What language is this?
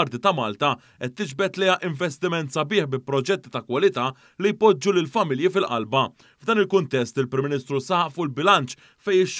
Maltese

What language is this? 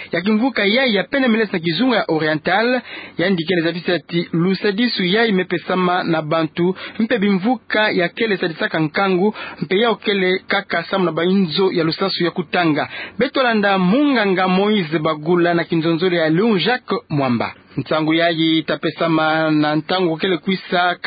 Kituba (Democratic Republic of Congo)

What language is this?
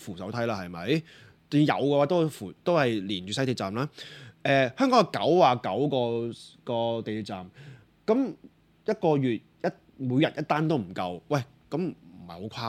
Cantonese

